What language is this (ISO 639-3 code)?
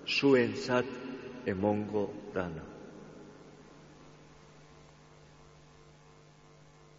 eus